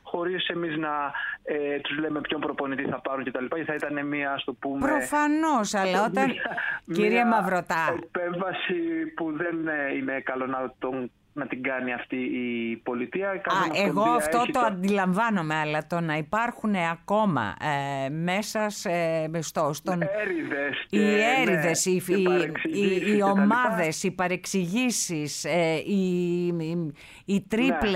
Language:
Greek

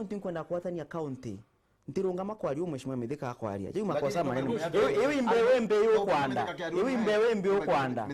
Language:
Meru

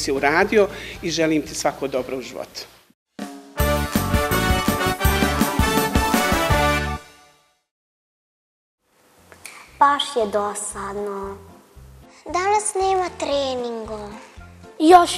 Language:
Bosnian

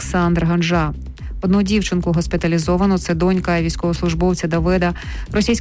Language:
Ukrainian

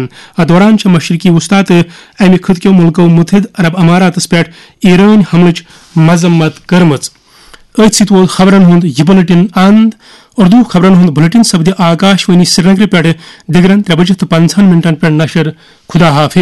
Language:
Kashmiri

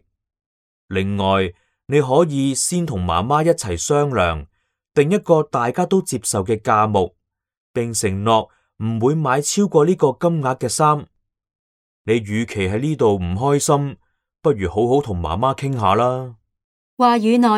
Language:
Cantonese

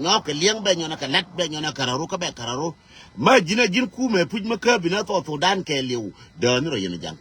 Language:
Nuer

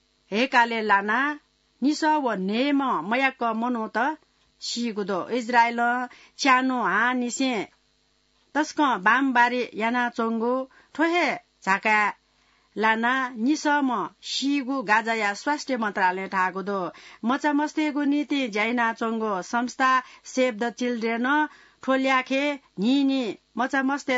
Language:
Newari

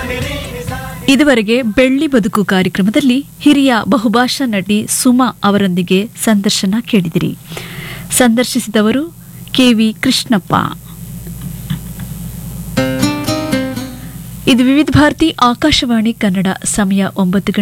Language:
Kannada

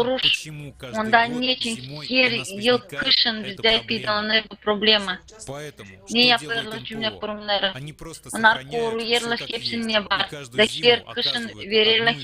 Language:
Gagauz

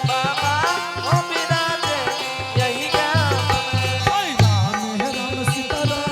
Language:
Angika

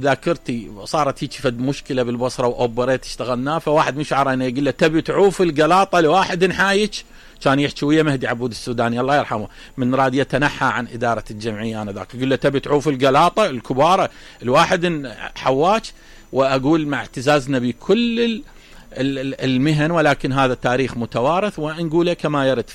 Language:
Mesopotamian Arabic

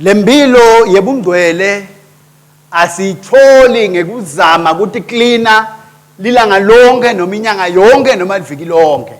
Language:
Swati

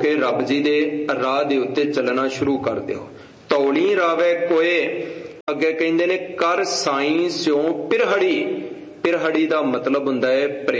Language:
Punjabi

